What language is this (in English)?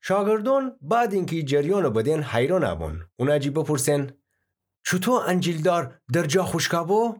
Gilaki